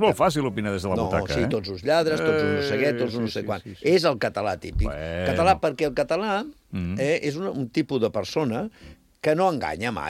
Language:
Catalan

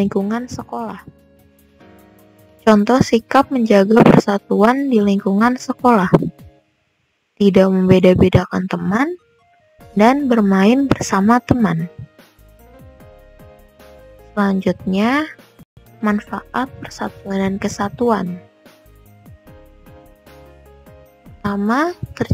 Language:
Indonesian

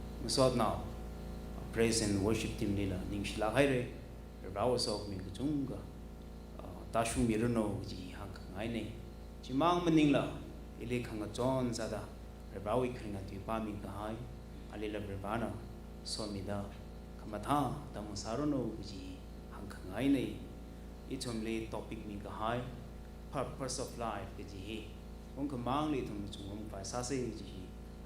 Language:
Tangkhul Naga (India)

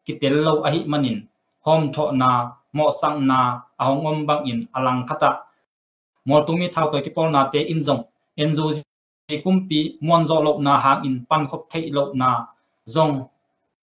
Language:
Tedim Chin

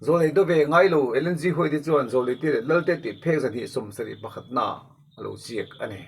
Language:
Mizo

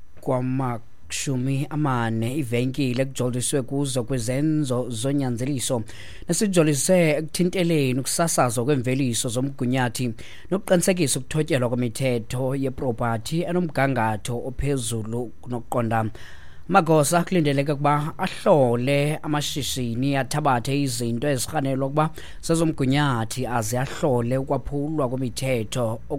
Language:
Xhosa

